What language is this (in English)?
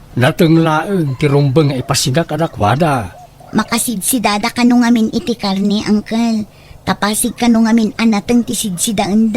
Iloko